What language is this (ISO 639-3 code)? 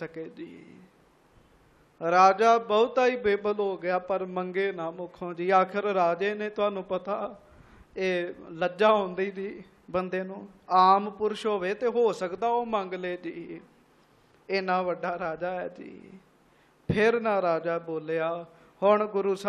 pan